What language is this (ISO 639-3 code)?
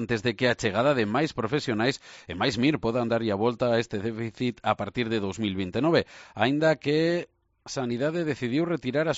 glg